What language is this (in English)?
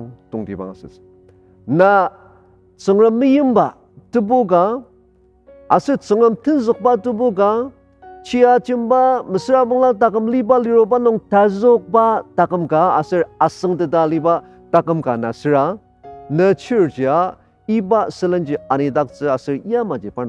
Ao Naga